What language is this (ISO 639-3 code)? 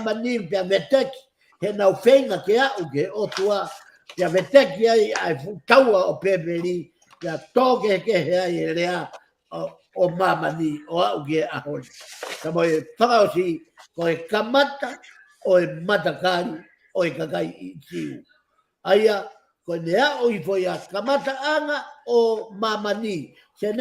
ton